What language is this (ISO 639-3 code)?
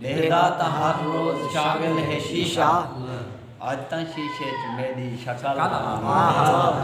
skr